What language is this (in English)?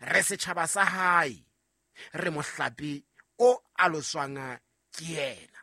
Southern Sotho